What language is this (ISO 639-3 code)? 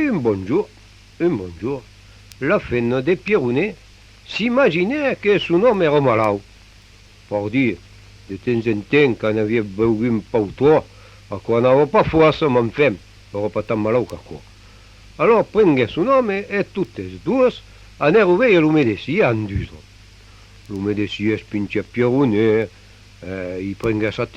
oci